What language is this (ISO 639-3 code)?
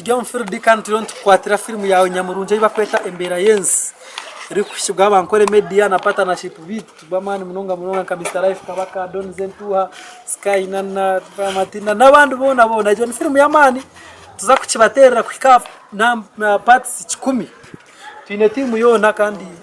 nyn